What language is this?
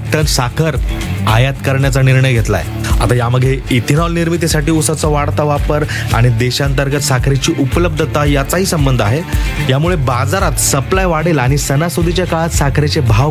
Marathi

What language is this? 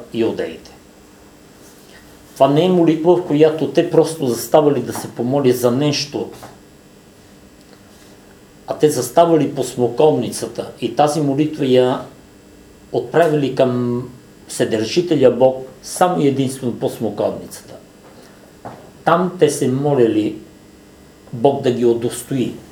Bulgarian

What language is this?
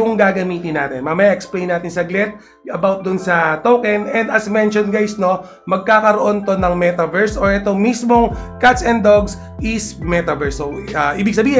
Filipino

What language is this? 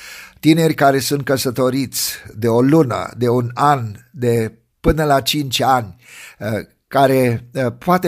Romanian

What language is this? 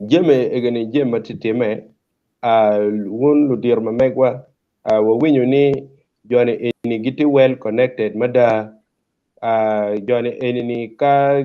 Acoli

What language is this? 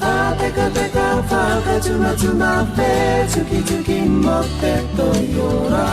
Māori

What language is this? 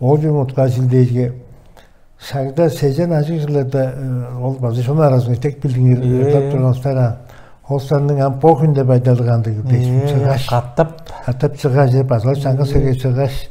Tuvinian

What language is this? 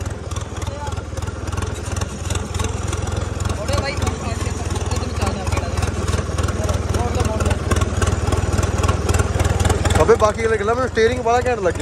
Punjabi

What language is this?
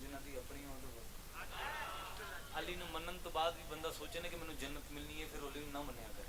Pahari-Potwari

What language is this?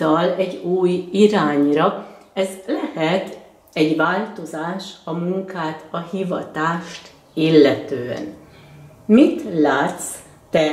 Hungarian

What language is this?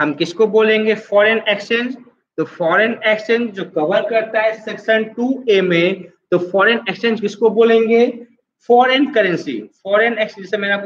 Hindi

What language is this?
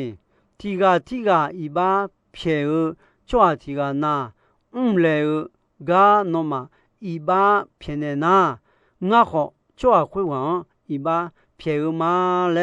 Akha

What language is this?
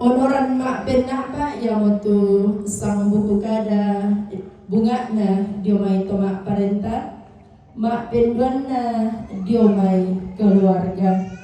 Toraja-Sa'dan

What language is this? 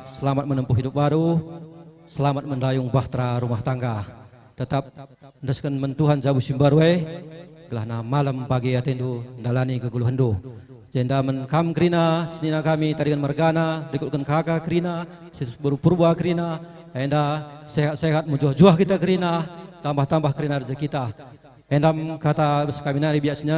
Batak Karo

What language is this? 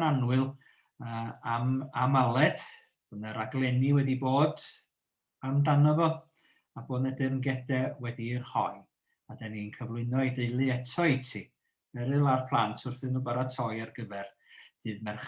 Welsh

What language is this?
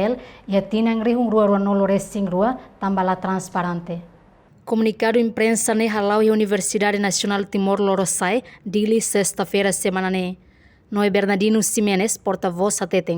Tetum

